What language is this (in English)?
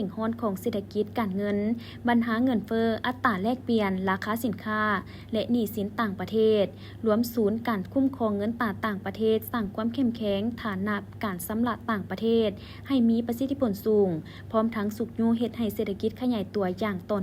Lao